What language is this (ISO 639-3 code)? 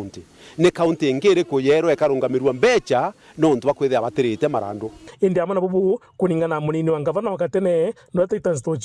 mer